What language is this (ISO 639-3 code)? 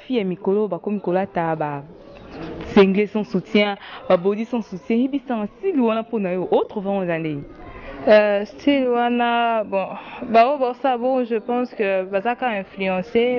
lin